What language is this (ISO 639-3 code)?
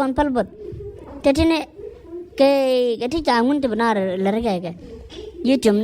nus